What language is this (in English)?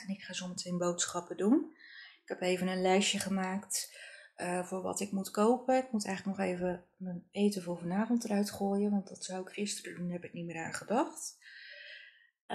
Dutch